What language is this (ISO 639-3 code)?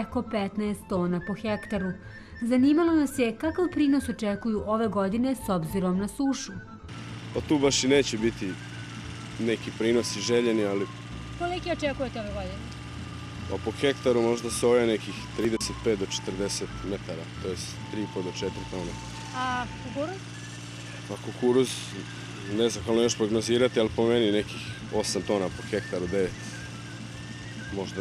srp